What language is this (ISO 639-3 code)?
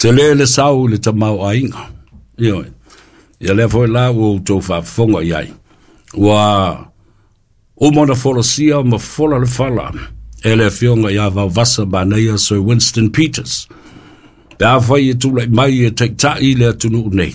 smo